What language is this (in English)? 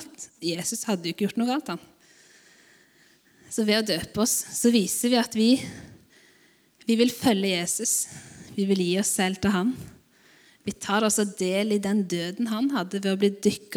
Norwegian